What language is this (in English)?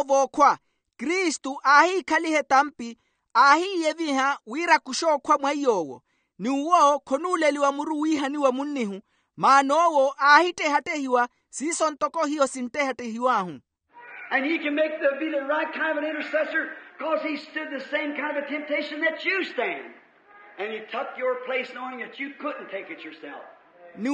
Makhuwa